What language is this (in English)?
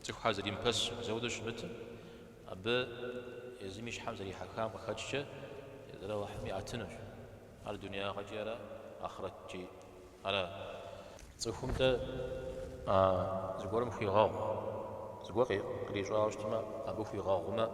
Kabardian